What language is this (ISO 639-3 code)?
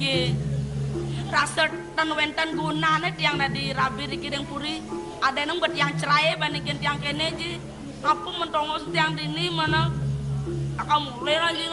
ban